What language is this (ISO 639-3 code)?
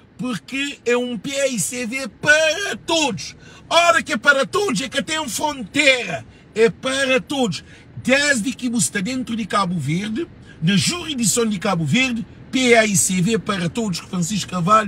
kea